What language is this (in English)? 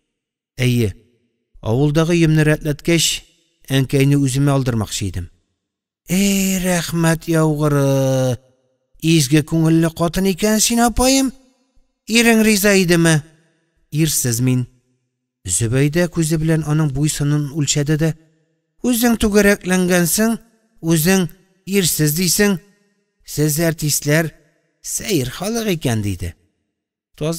Tatar